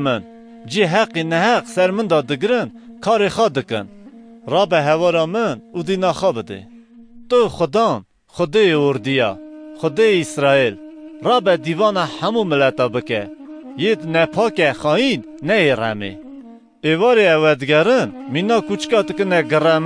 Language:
Kurdish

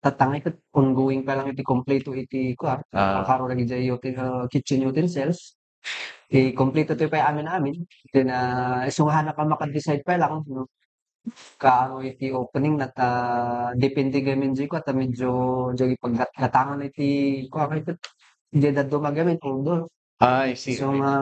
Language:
Iloko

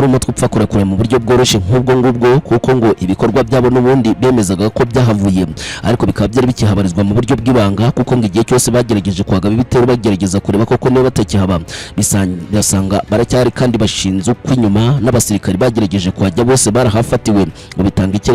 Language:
Kinyarwanda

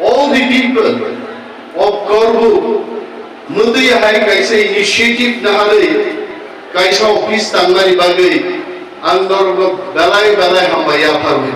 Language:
Kok Borok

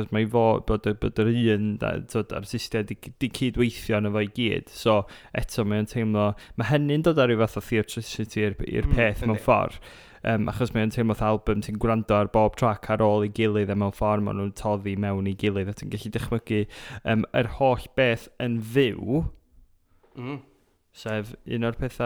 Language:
Welsh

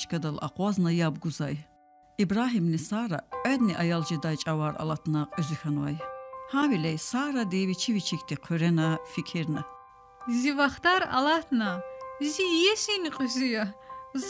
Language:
Lezghian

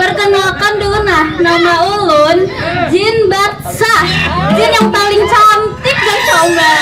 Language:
Banjar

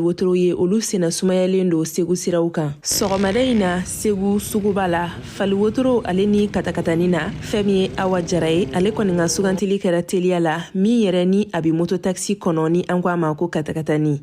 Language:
Bambara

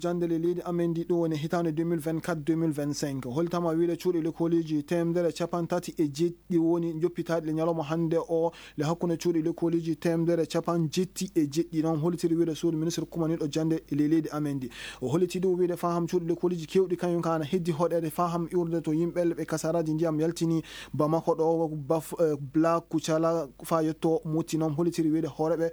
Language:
Maasina Fulfulde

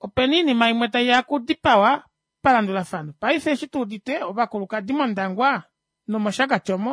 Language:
Kuanyama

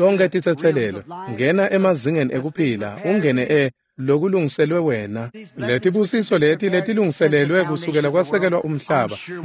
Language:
Swati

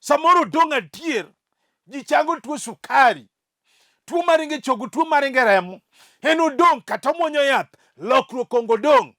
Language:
Luo (Kenya and Tanzania)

